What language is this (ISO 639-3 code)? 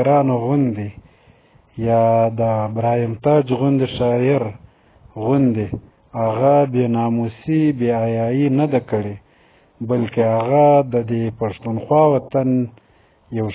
pus